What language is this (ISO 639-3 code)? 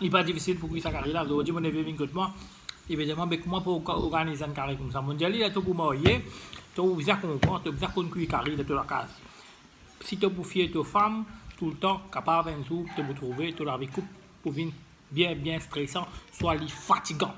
mfe